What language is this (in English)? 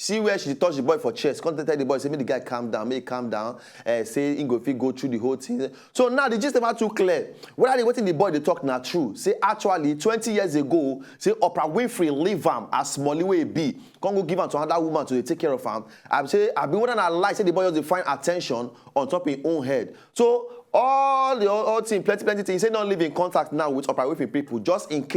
Nigerian Pidgin